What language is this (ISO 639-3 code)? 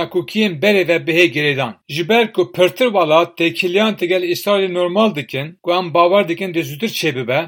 kur